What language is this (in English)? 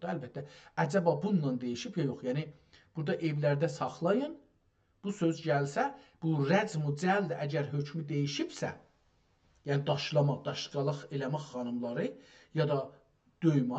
South Azerbaijani